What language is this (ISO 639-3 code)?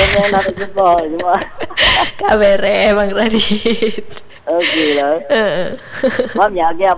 msa